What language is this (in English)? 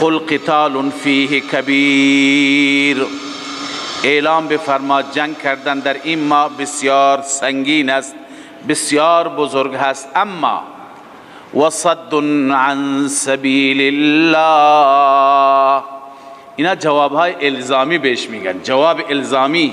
Persian